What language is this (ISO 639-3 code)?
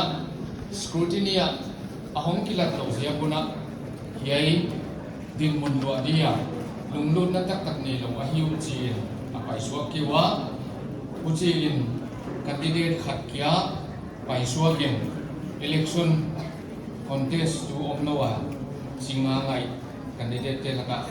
pck